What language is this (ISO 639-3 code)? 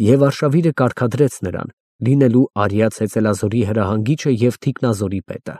hye